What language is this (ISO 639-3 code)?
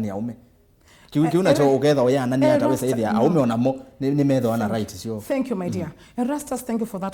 kam